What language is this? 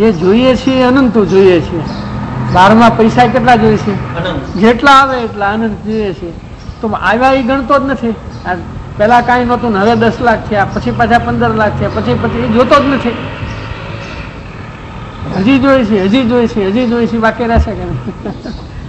Gujarati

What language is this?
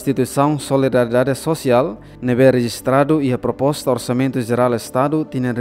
Tetum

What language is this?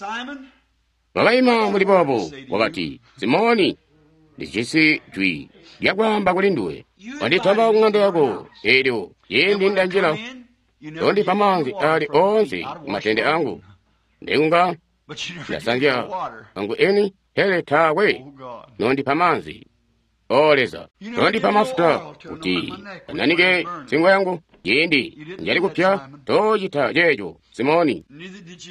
Tonga (Zambia)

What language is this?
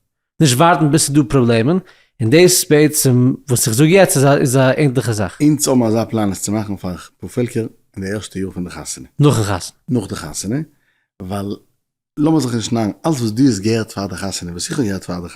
Yiddish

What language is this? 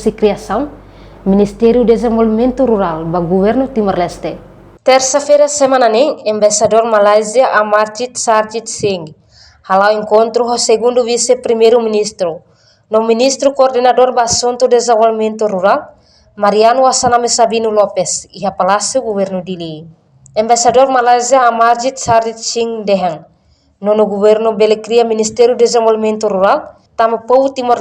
Tetum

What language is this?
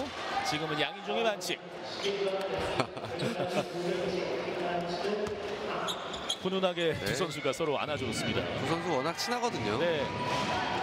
Korean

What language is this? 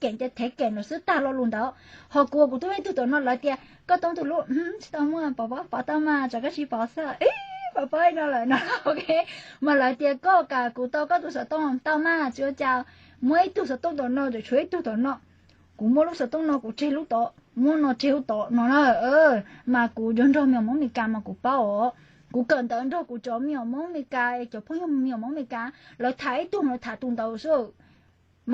Hmong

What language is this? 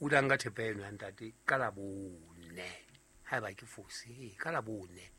Southern Sotho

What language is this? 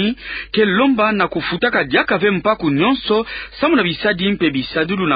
Kituba (Democratic Republic of Congo)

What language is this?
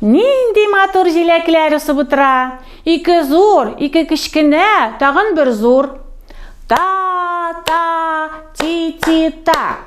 Tatar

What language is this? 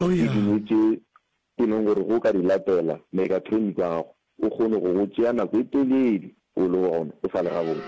Northern Sotho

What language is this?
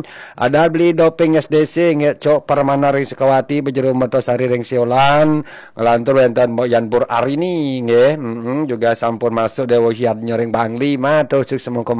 Balinese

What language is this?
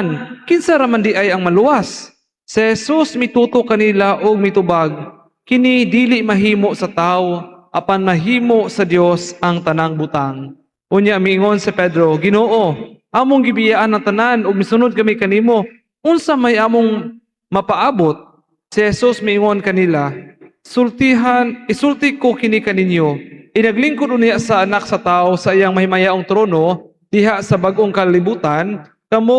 Cebuano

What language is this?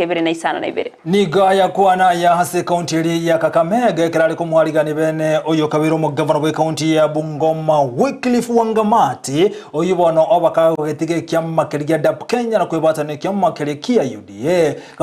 Gusii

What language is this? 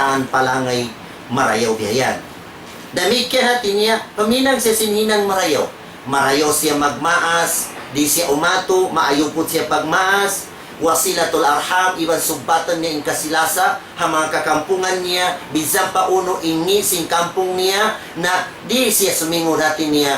Tausug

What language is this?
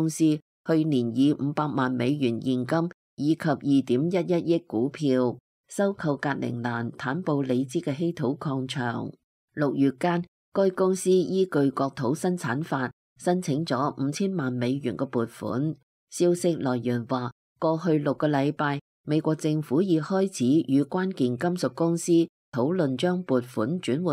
Cantonese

